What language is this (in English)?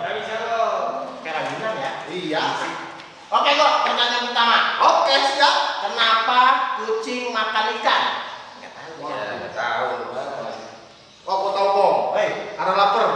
Betawi